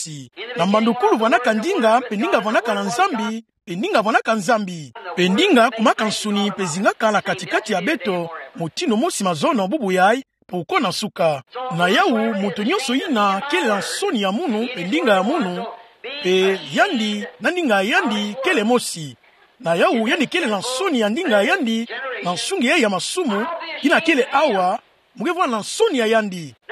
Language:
Kituba (Democratic Republic of Congo)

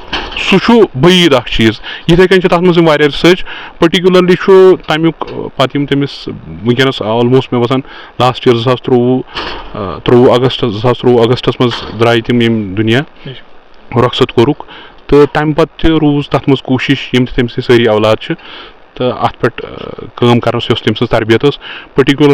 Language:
Kashmiri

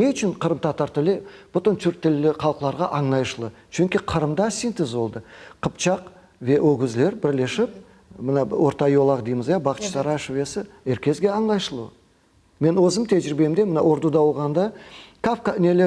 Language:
Crimean Tatar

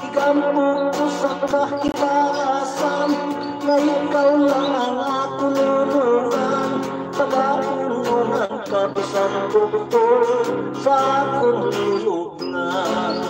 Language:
Hiligaynon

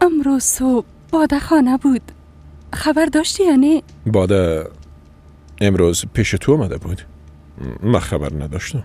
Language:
Persian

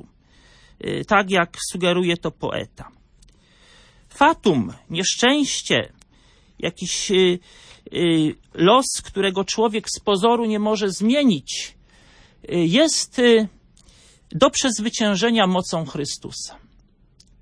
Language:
Polish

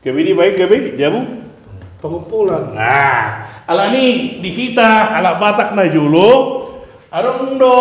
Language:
Batak Toba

